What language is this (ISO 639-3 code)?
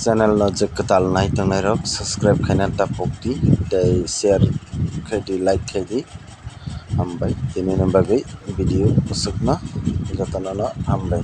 trp